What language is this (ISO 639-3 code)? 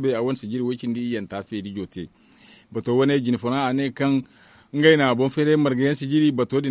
dje